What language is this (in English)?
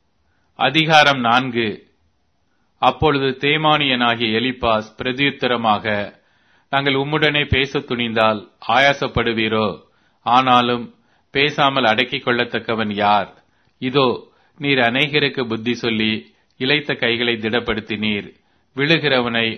Tamil